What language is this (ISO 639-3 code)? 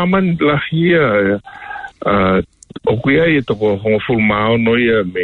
ton